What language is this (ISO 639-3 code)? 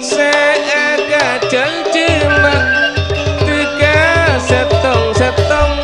mad